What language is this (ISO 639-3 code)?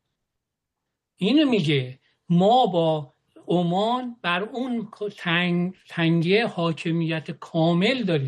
fas